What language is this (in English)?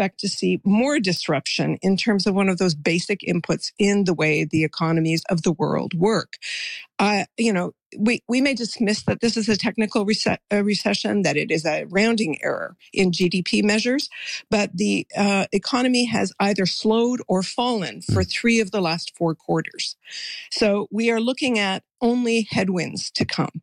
English